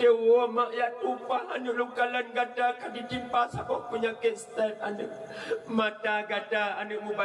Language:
Achinese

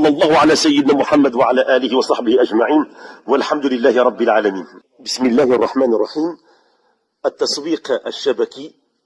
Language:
Moroccan Arabic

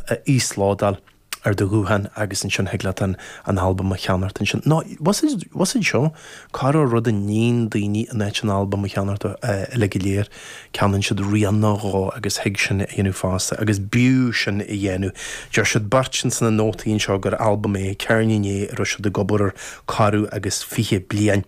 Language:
Irish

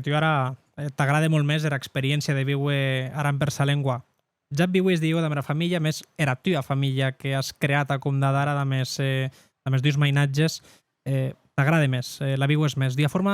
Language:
Occitan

